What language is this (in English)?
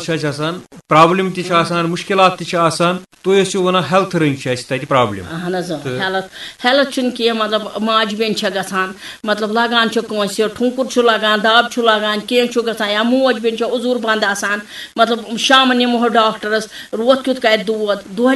Kashmiri